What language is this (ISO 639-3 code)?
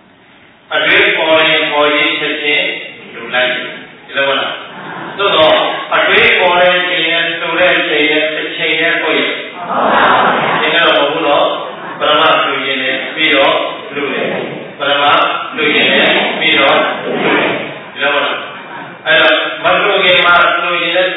mya